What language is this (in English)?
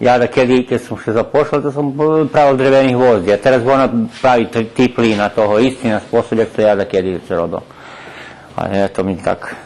Rusyn